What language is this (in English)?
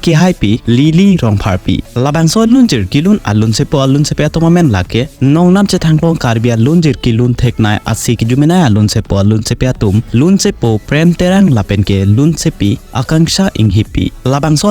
Karbi